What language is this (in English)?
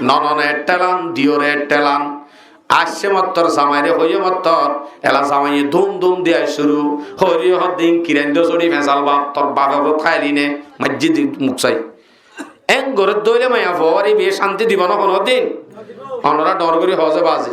Rohingya